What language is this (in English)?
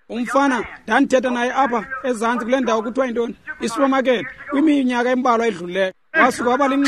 Xhosa